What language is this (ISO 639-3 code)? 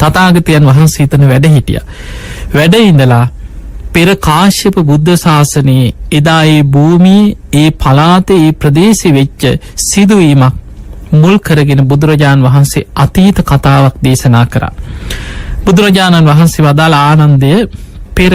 sin